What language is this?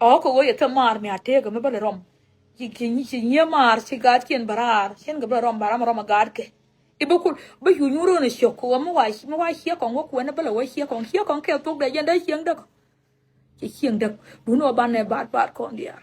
Nuer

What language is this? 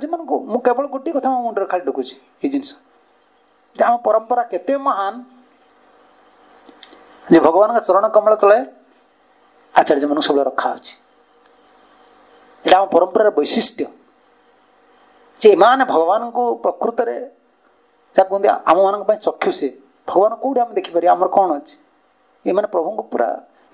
Odia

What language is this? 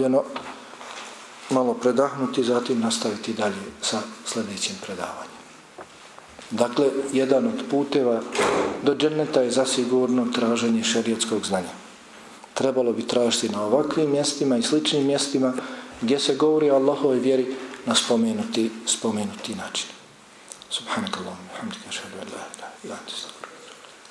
Bosnian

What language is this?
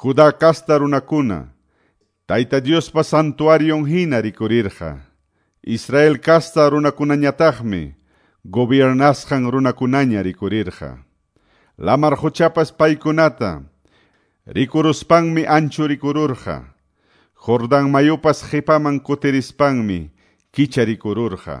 Quechua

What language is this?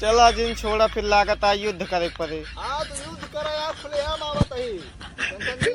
Awadhi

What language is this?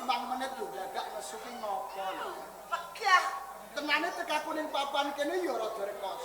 Javanese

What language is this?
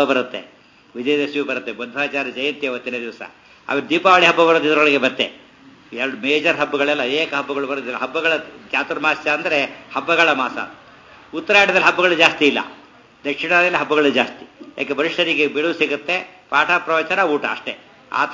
Kannada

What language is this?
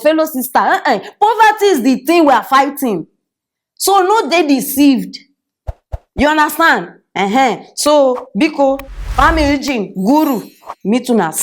Nigerian Pidgin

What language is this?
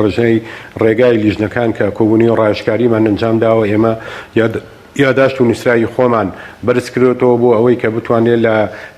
Central Kurdish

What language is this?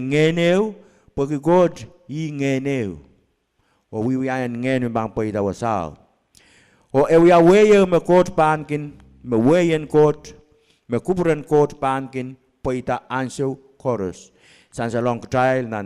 Pohnpeian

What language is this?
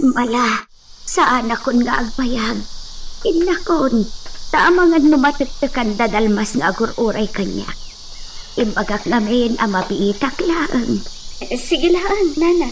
Iloko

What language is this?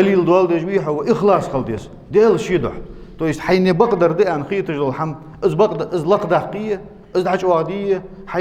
Ingush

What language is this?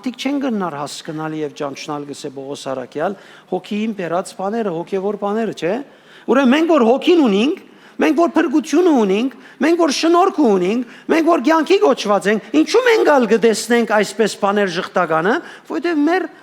Western Armenian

